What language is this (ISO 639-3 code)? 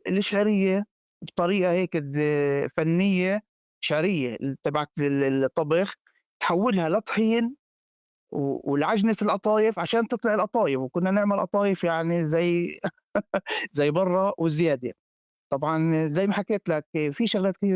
apc